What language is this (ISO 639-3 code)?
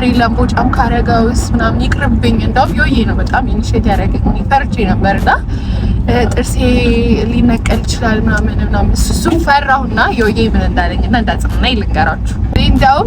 amh